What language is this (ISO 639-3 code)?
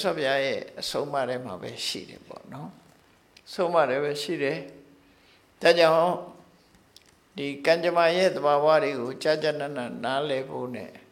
mya